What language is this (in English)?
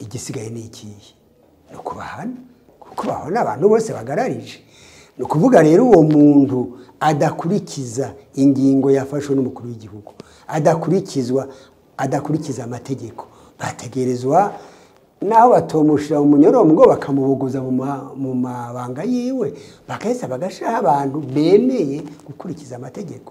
Rundi